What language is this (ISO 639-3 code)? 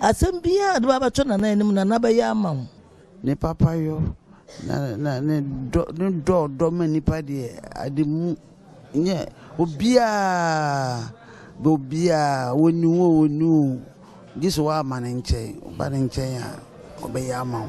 aka